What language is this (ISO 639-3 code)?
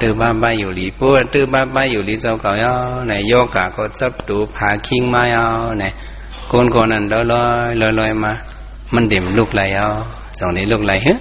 shn